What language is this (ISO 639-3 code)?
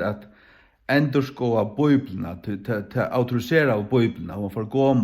fao